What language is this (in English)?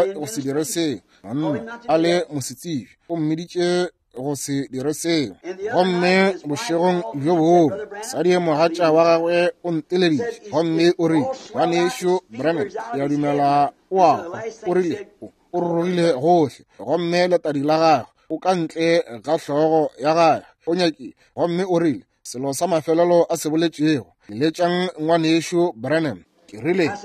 Northern Sotho